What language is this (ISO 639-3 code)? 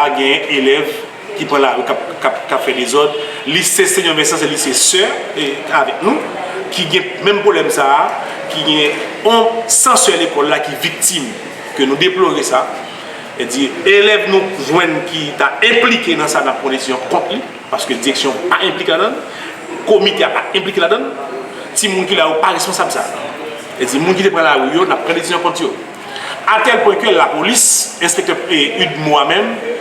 hat